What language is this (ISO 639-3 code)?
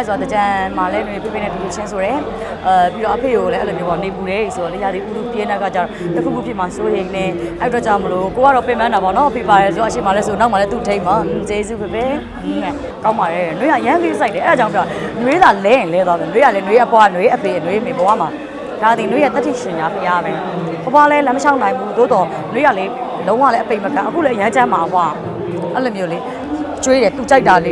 mya